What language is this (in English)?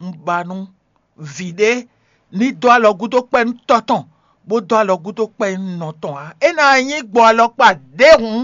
Fon